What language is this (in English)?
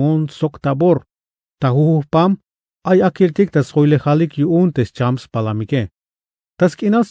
Tzeltal